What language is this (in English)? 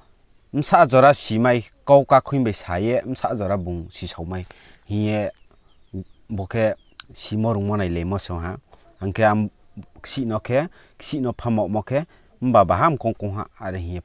Riang (India)